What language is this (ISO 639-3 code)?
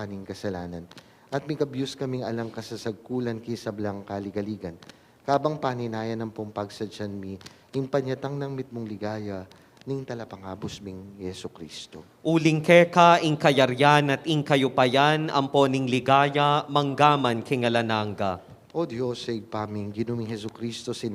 pam